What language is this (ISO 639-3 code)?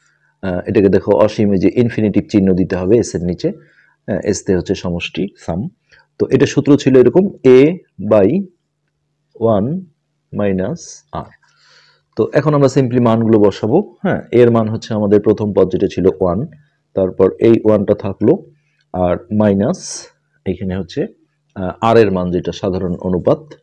ben